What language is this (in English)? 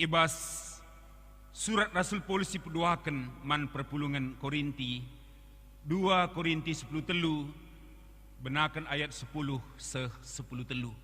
Batak Karo